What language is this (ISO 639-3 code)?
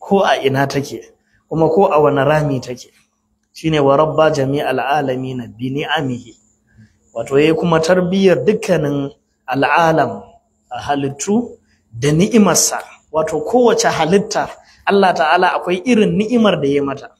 hau